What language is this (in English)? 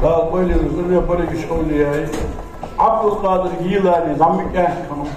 Ingush